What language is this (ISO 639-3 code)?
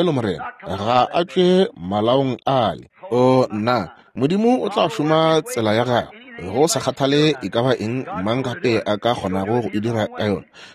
nso